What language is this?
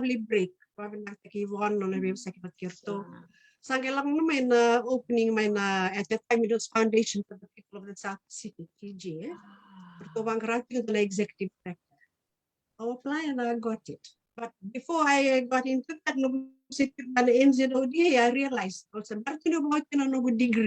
Fijian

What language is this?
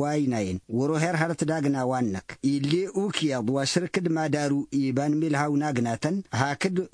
Tamasheq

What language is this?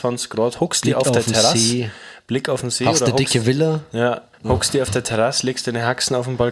Bavarian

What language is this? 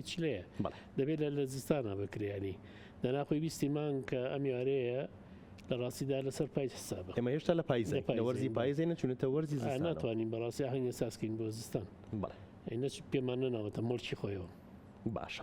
Central Kurdish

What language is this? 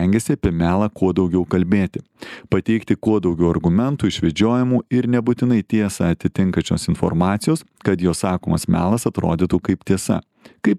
Lithuanian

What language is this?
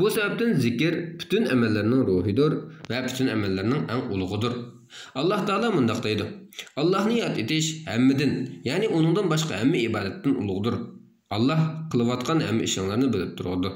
Uyghur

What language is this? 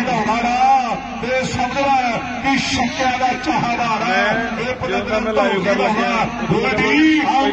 Punjabi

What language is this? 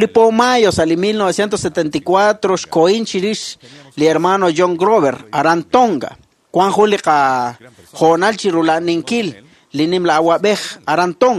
Kekchí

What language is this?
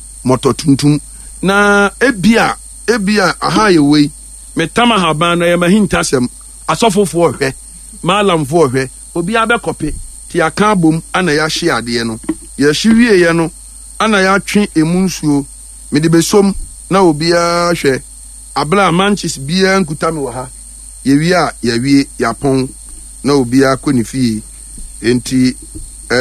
Akan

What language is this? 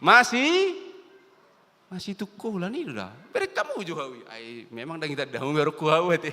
Batak Toba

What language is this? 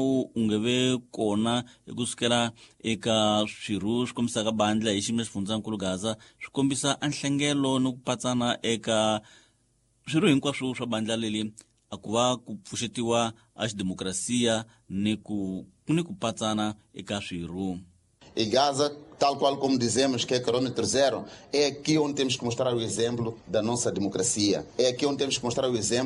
Tsonga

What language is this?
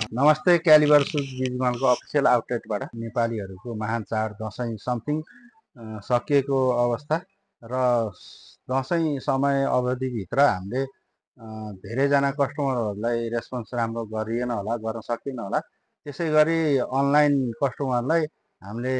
Nepali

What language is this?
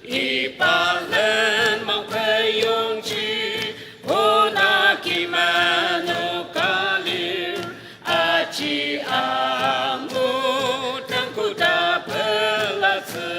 Ao Naga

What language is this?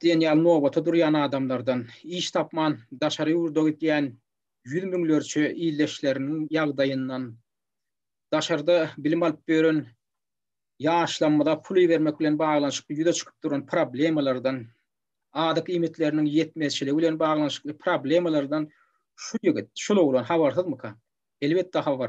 Turkmen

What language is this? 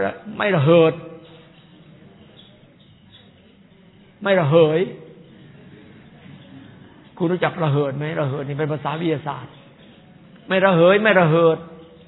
Thai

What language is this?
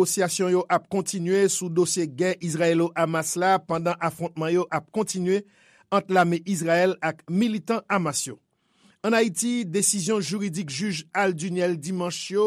Haitian Creole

